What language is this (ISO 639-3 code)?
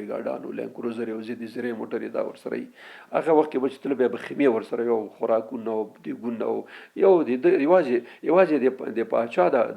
pus